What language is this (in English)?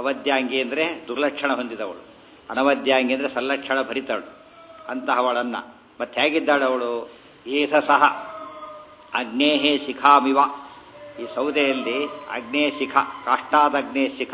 Kannada